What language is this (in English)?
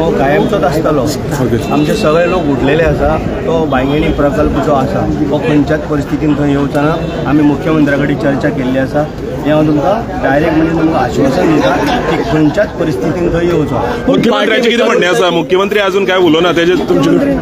Konkani